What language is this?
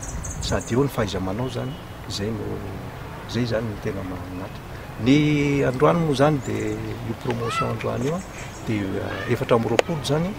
Malagasy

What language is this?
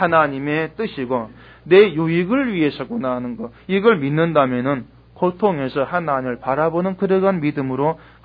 Korean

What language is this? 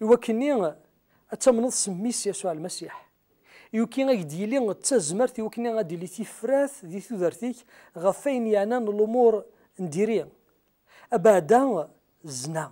Kabyle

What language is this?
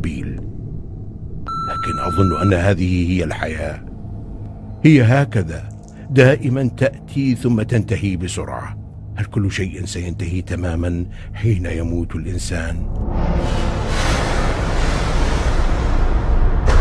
Arabic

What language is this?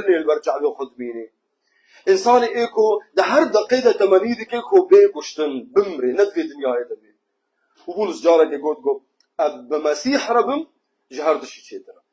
Kurdish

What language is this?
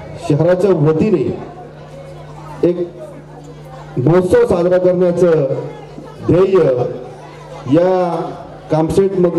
Marathi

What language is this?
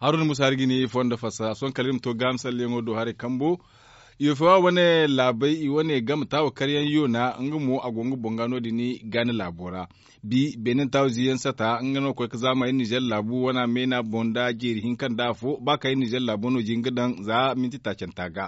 Zarma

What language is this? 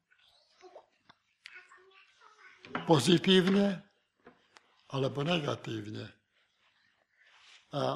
Slovak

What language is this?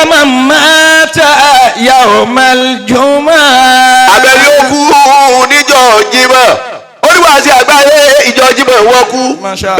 Yoruba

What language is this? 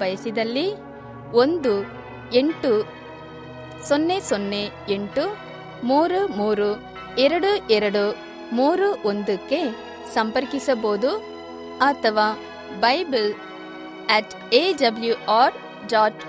Kannada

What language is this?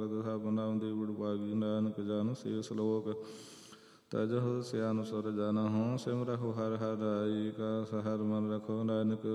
Punjabi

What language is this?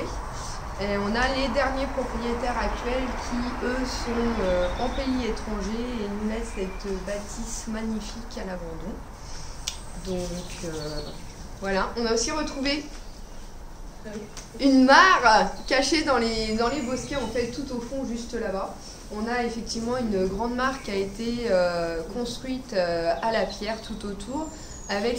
French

